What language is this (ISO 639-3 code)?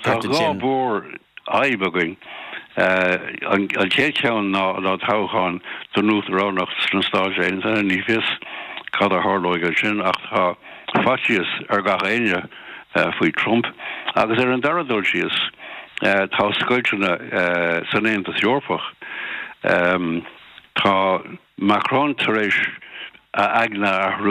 gle